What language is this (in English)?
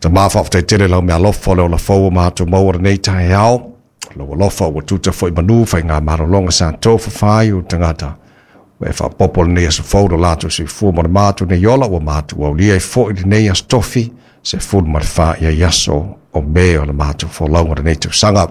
Samoan